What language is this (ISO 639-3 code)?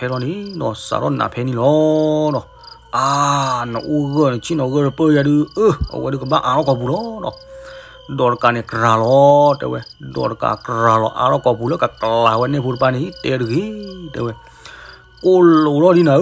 ksw